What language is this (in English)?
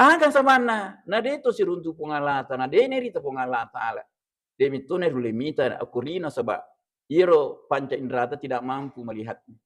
Buginese